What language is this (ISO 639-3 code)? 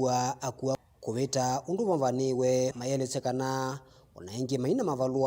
kam